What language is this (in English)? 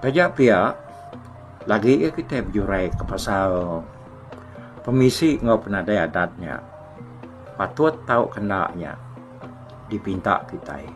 Iban